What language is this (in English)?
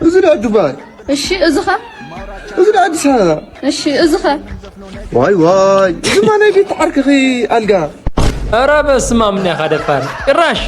Tigrinya